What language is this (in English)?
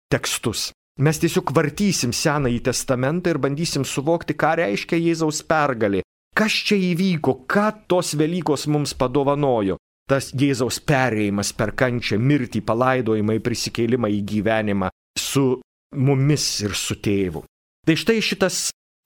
Lithuanian